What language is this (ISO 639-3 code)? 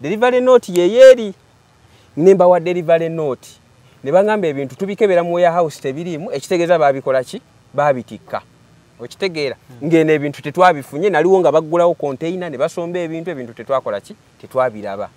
lug